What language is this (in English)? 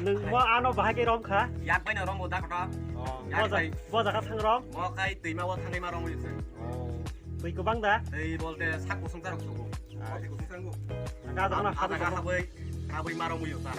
Kok Borok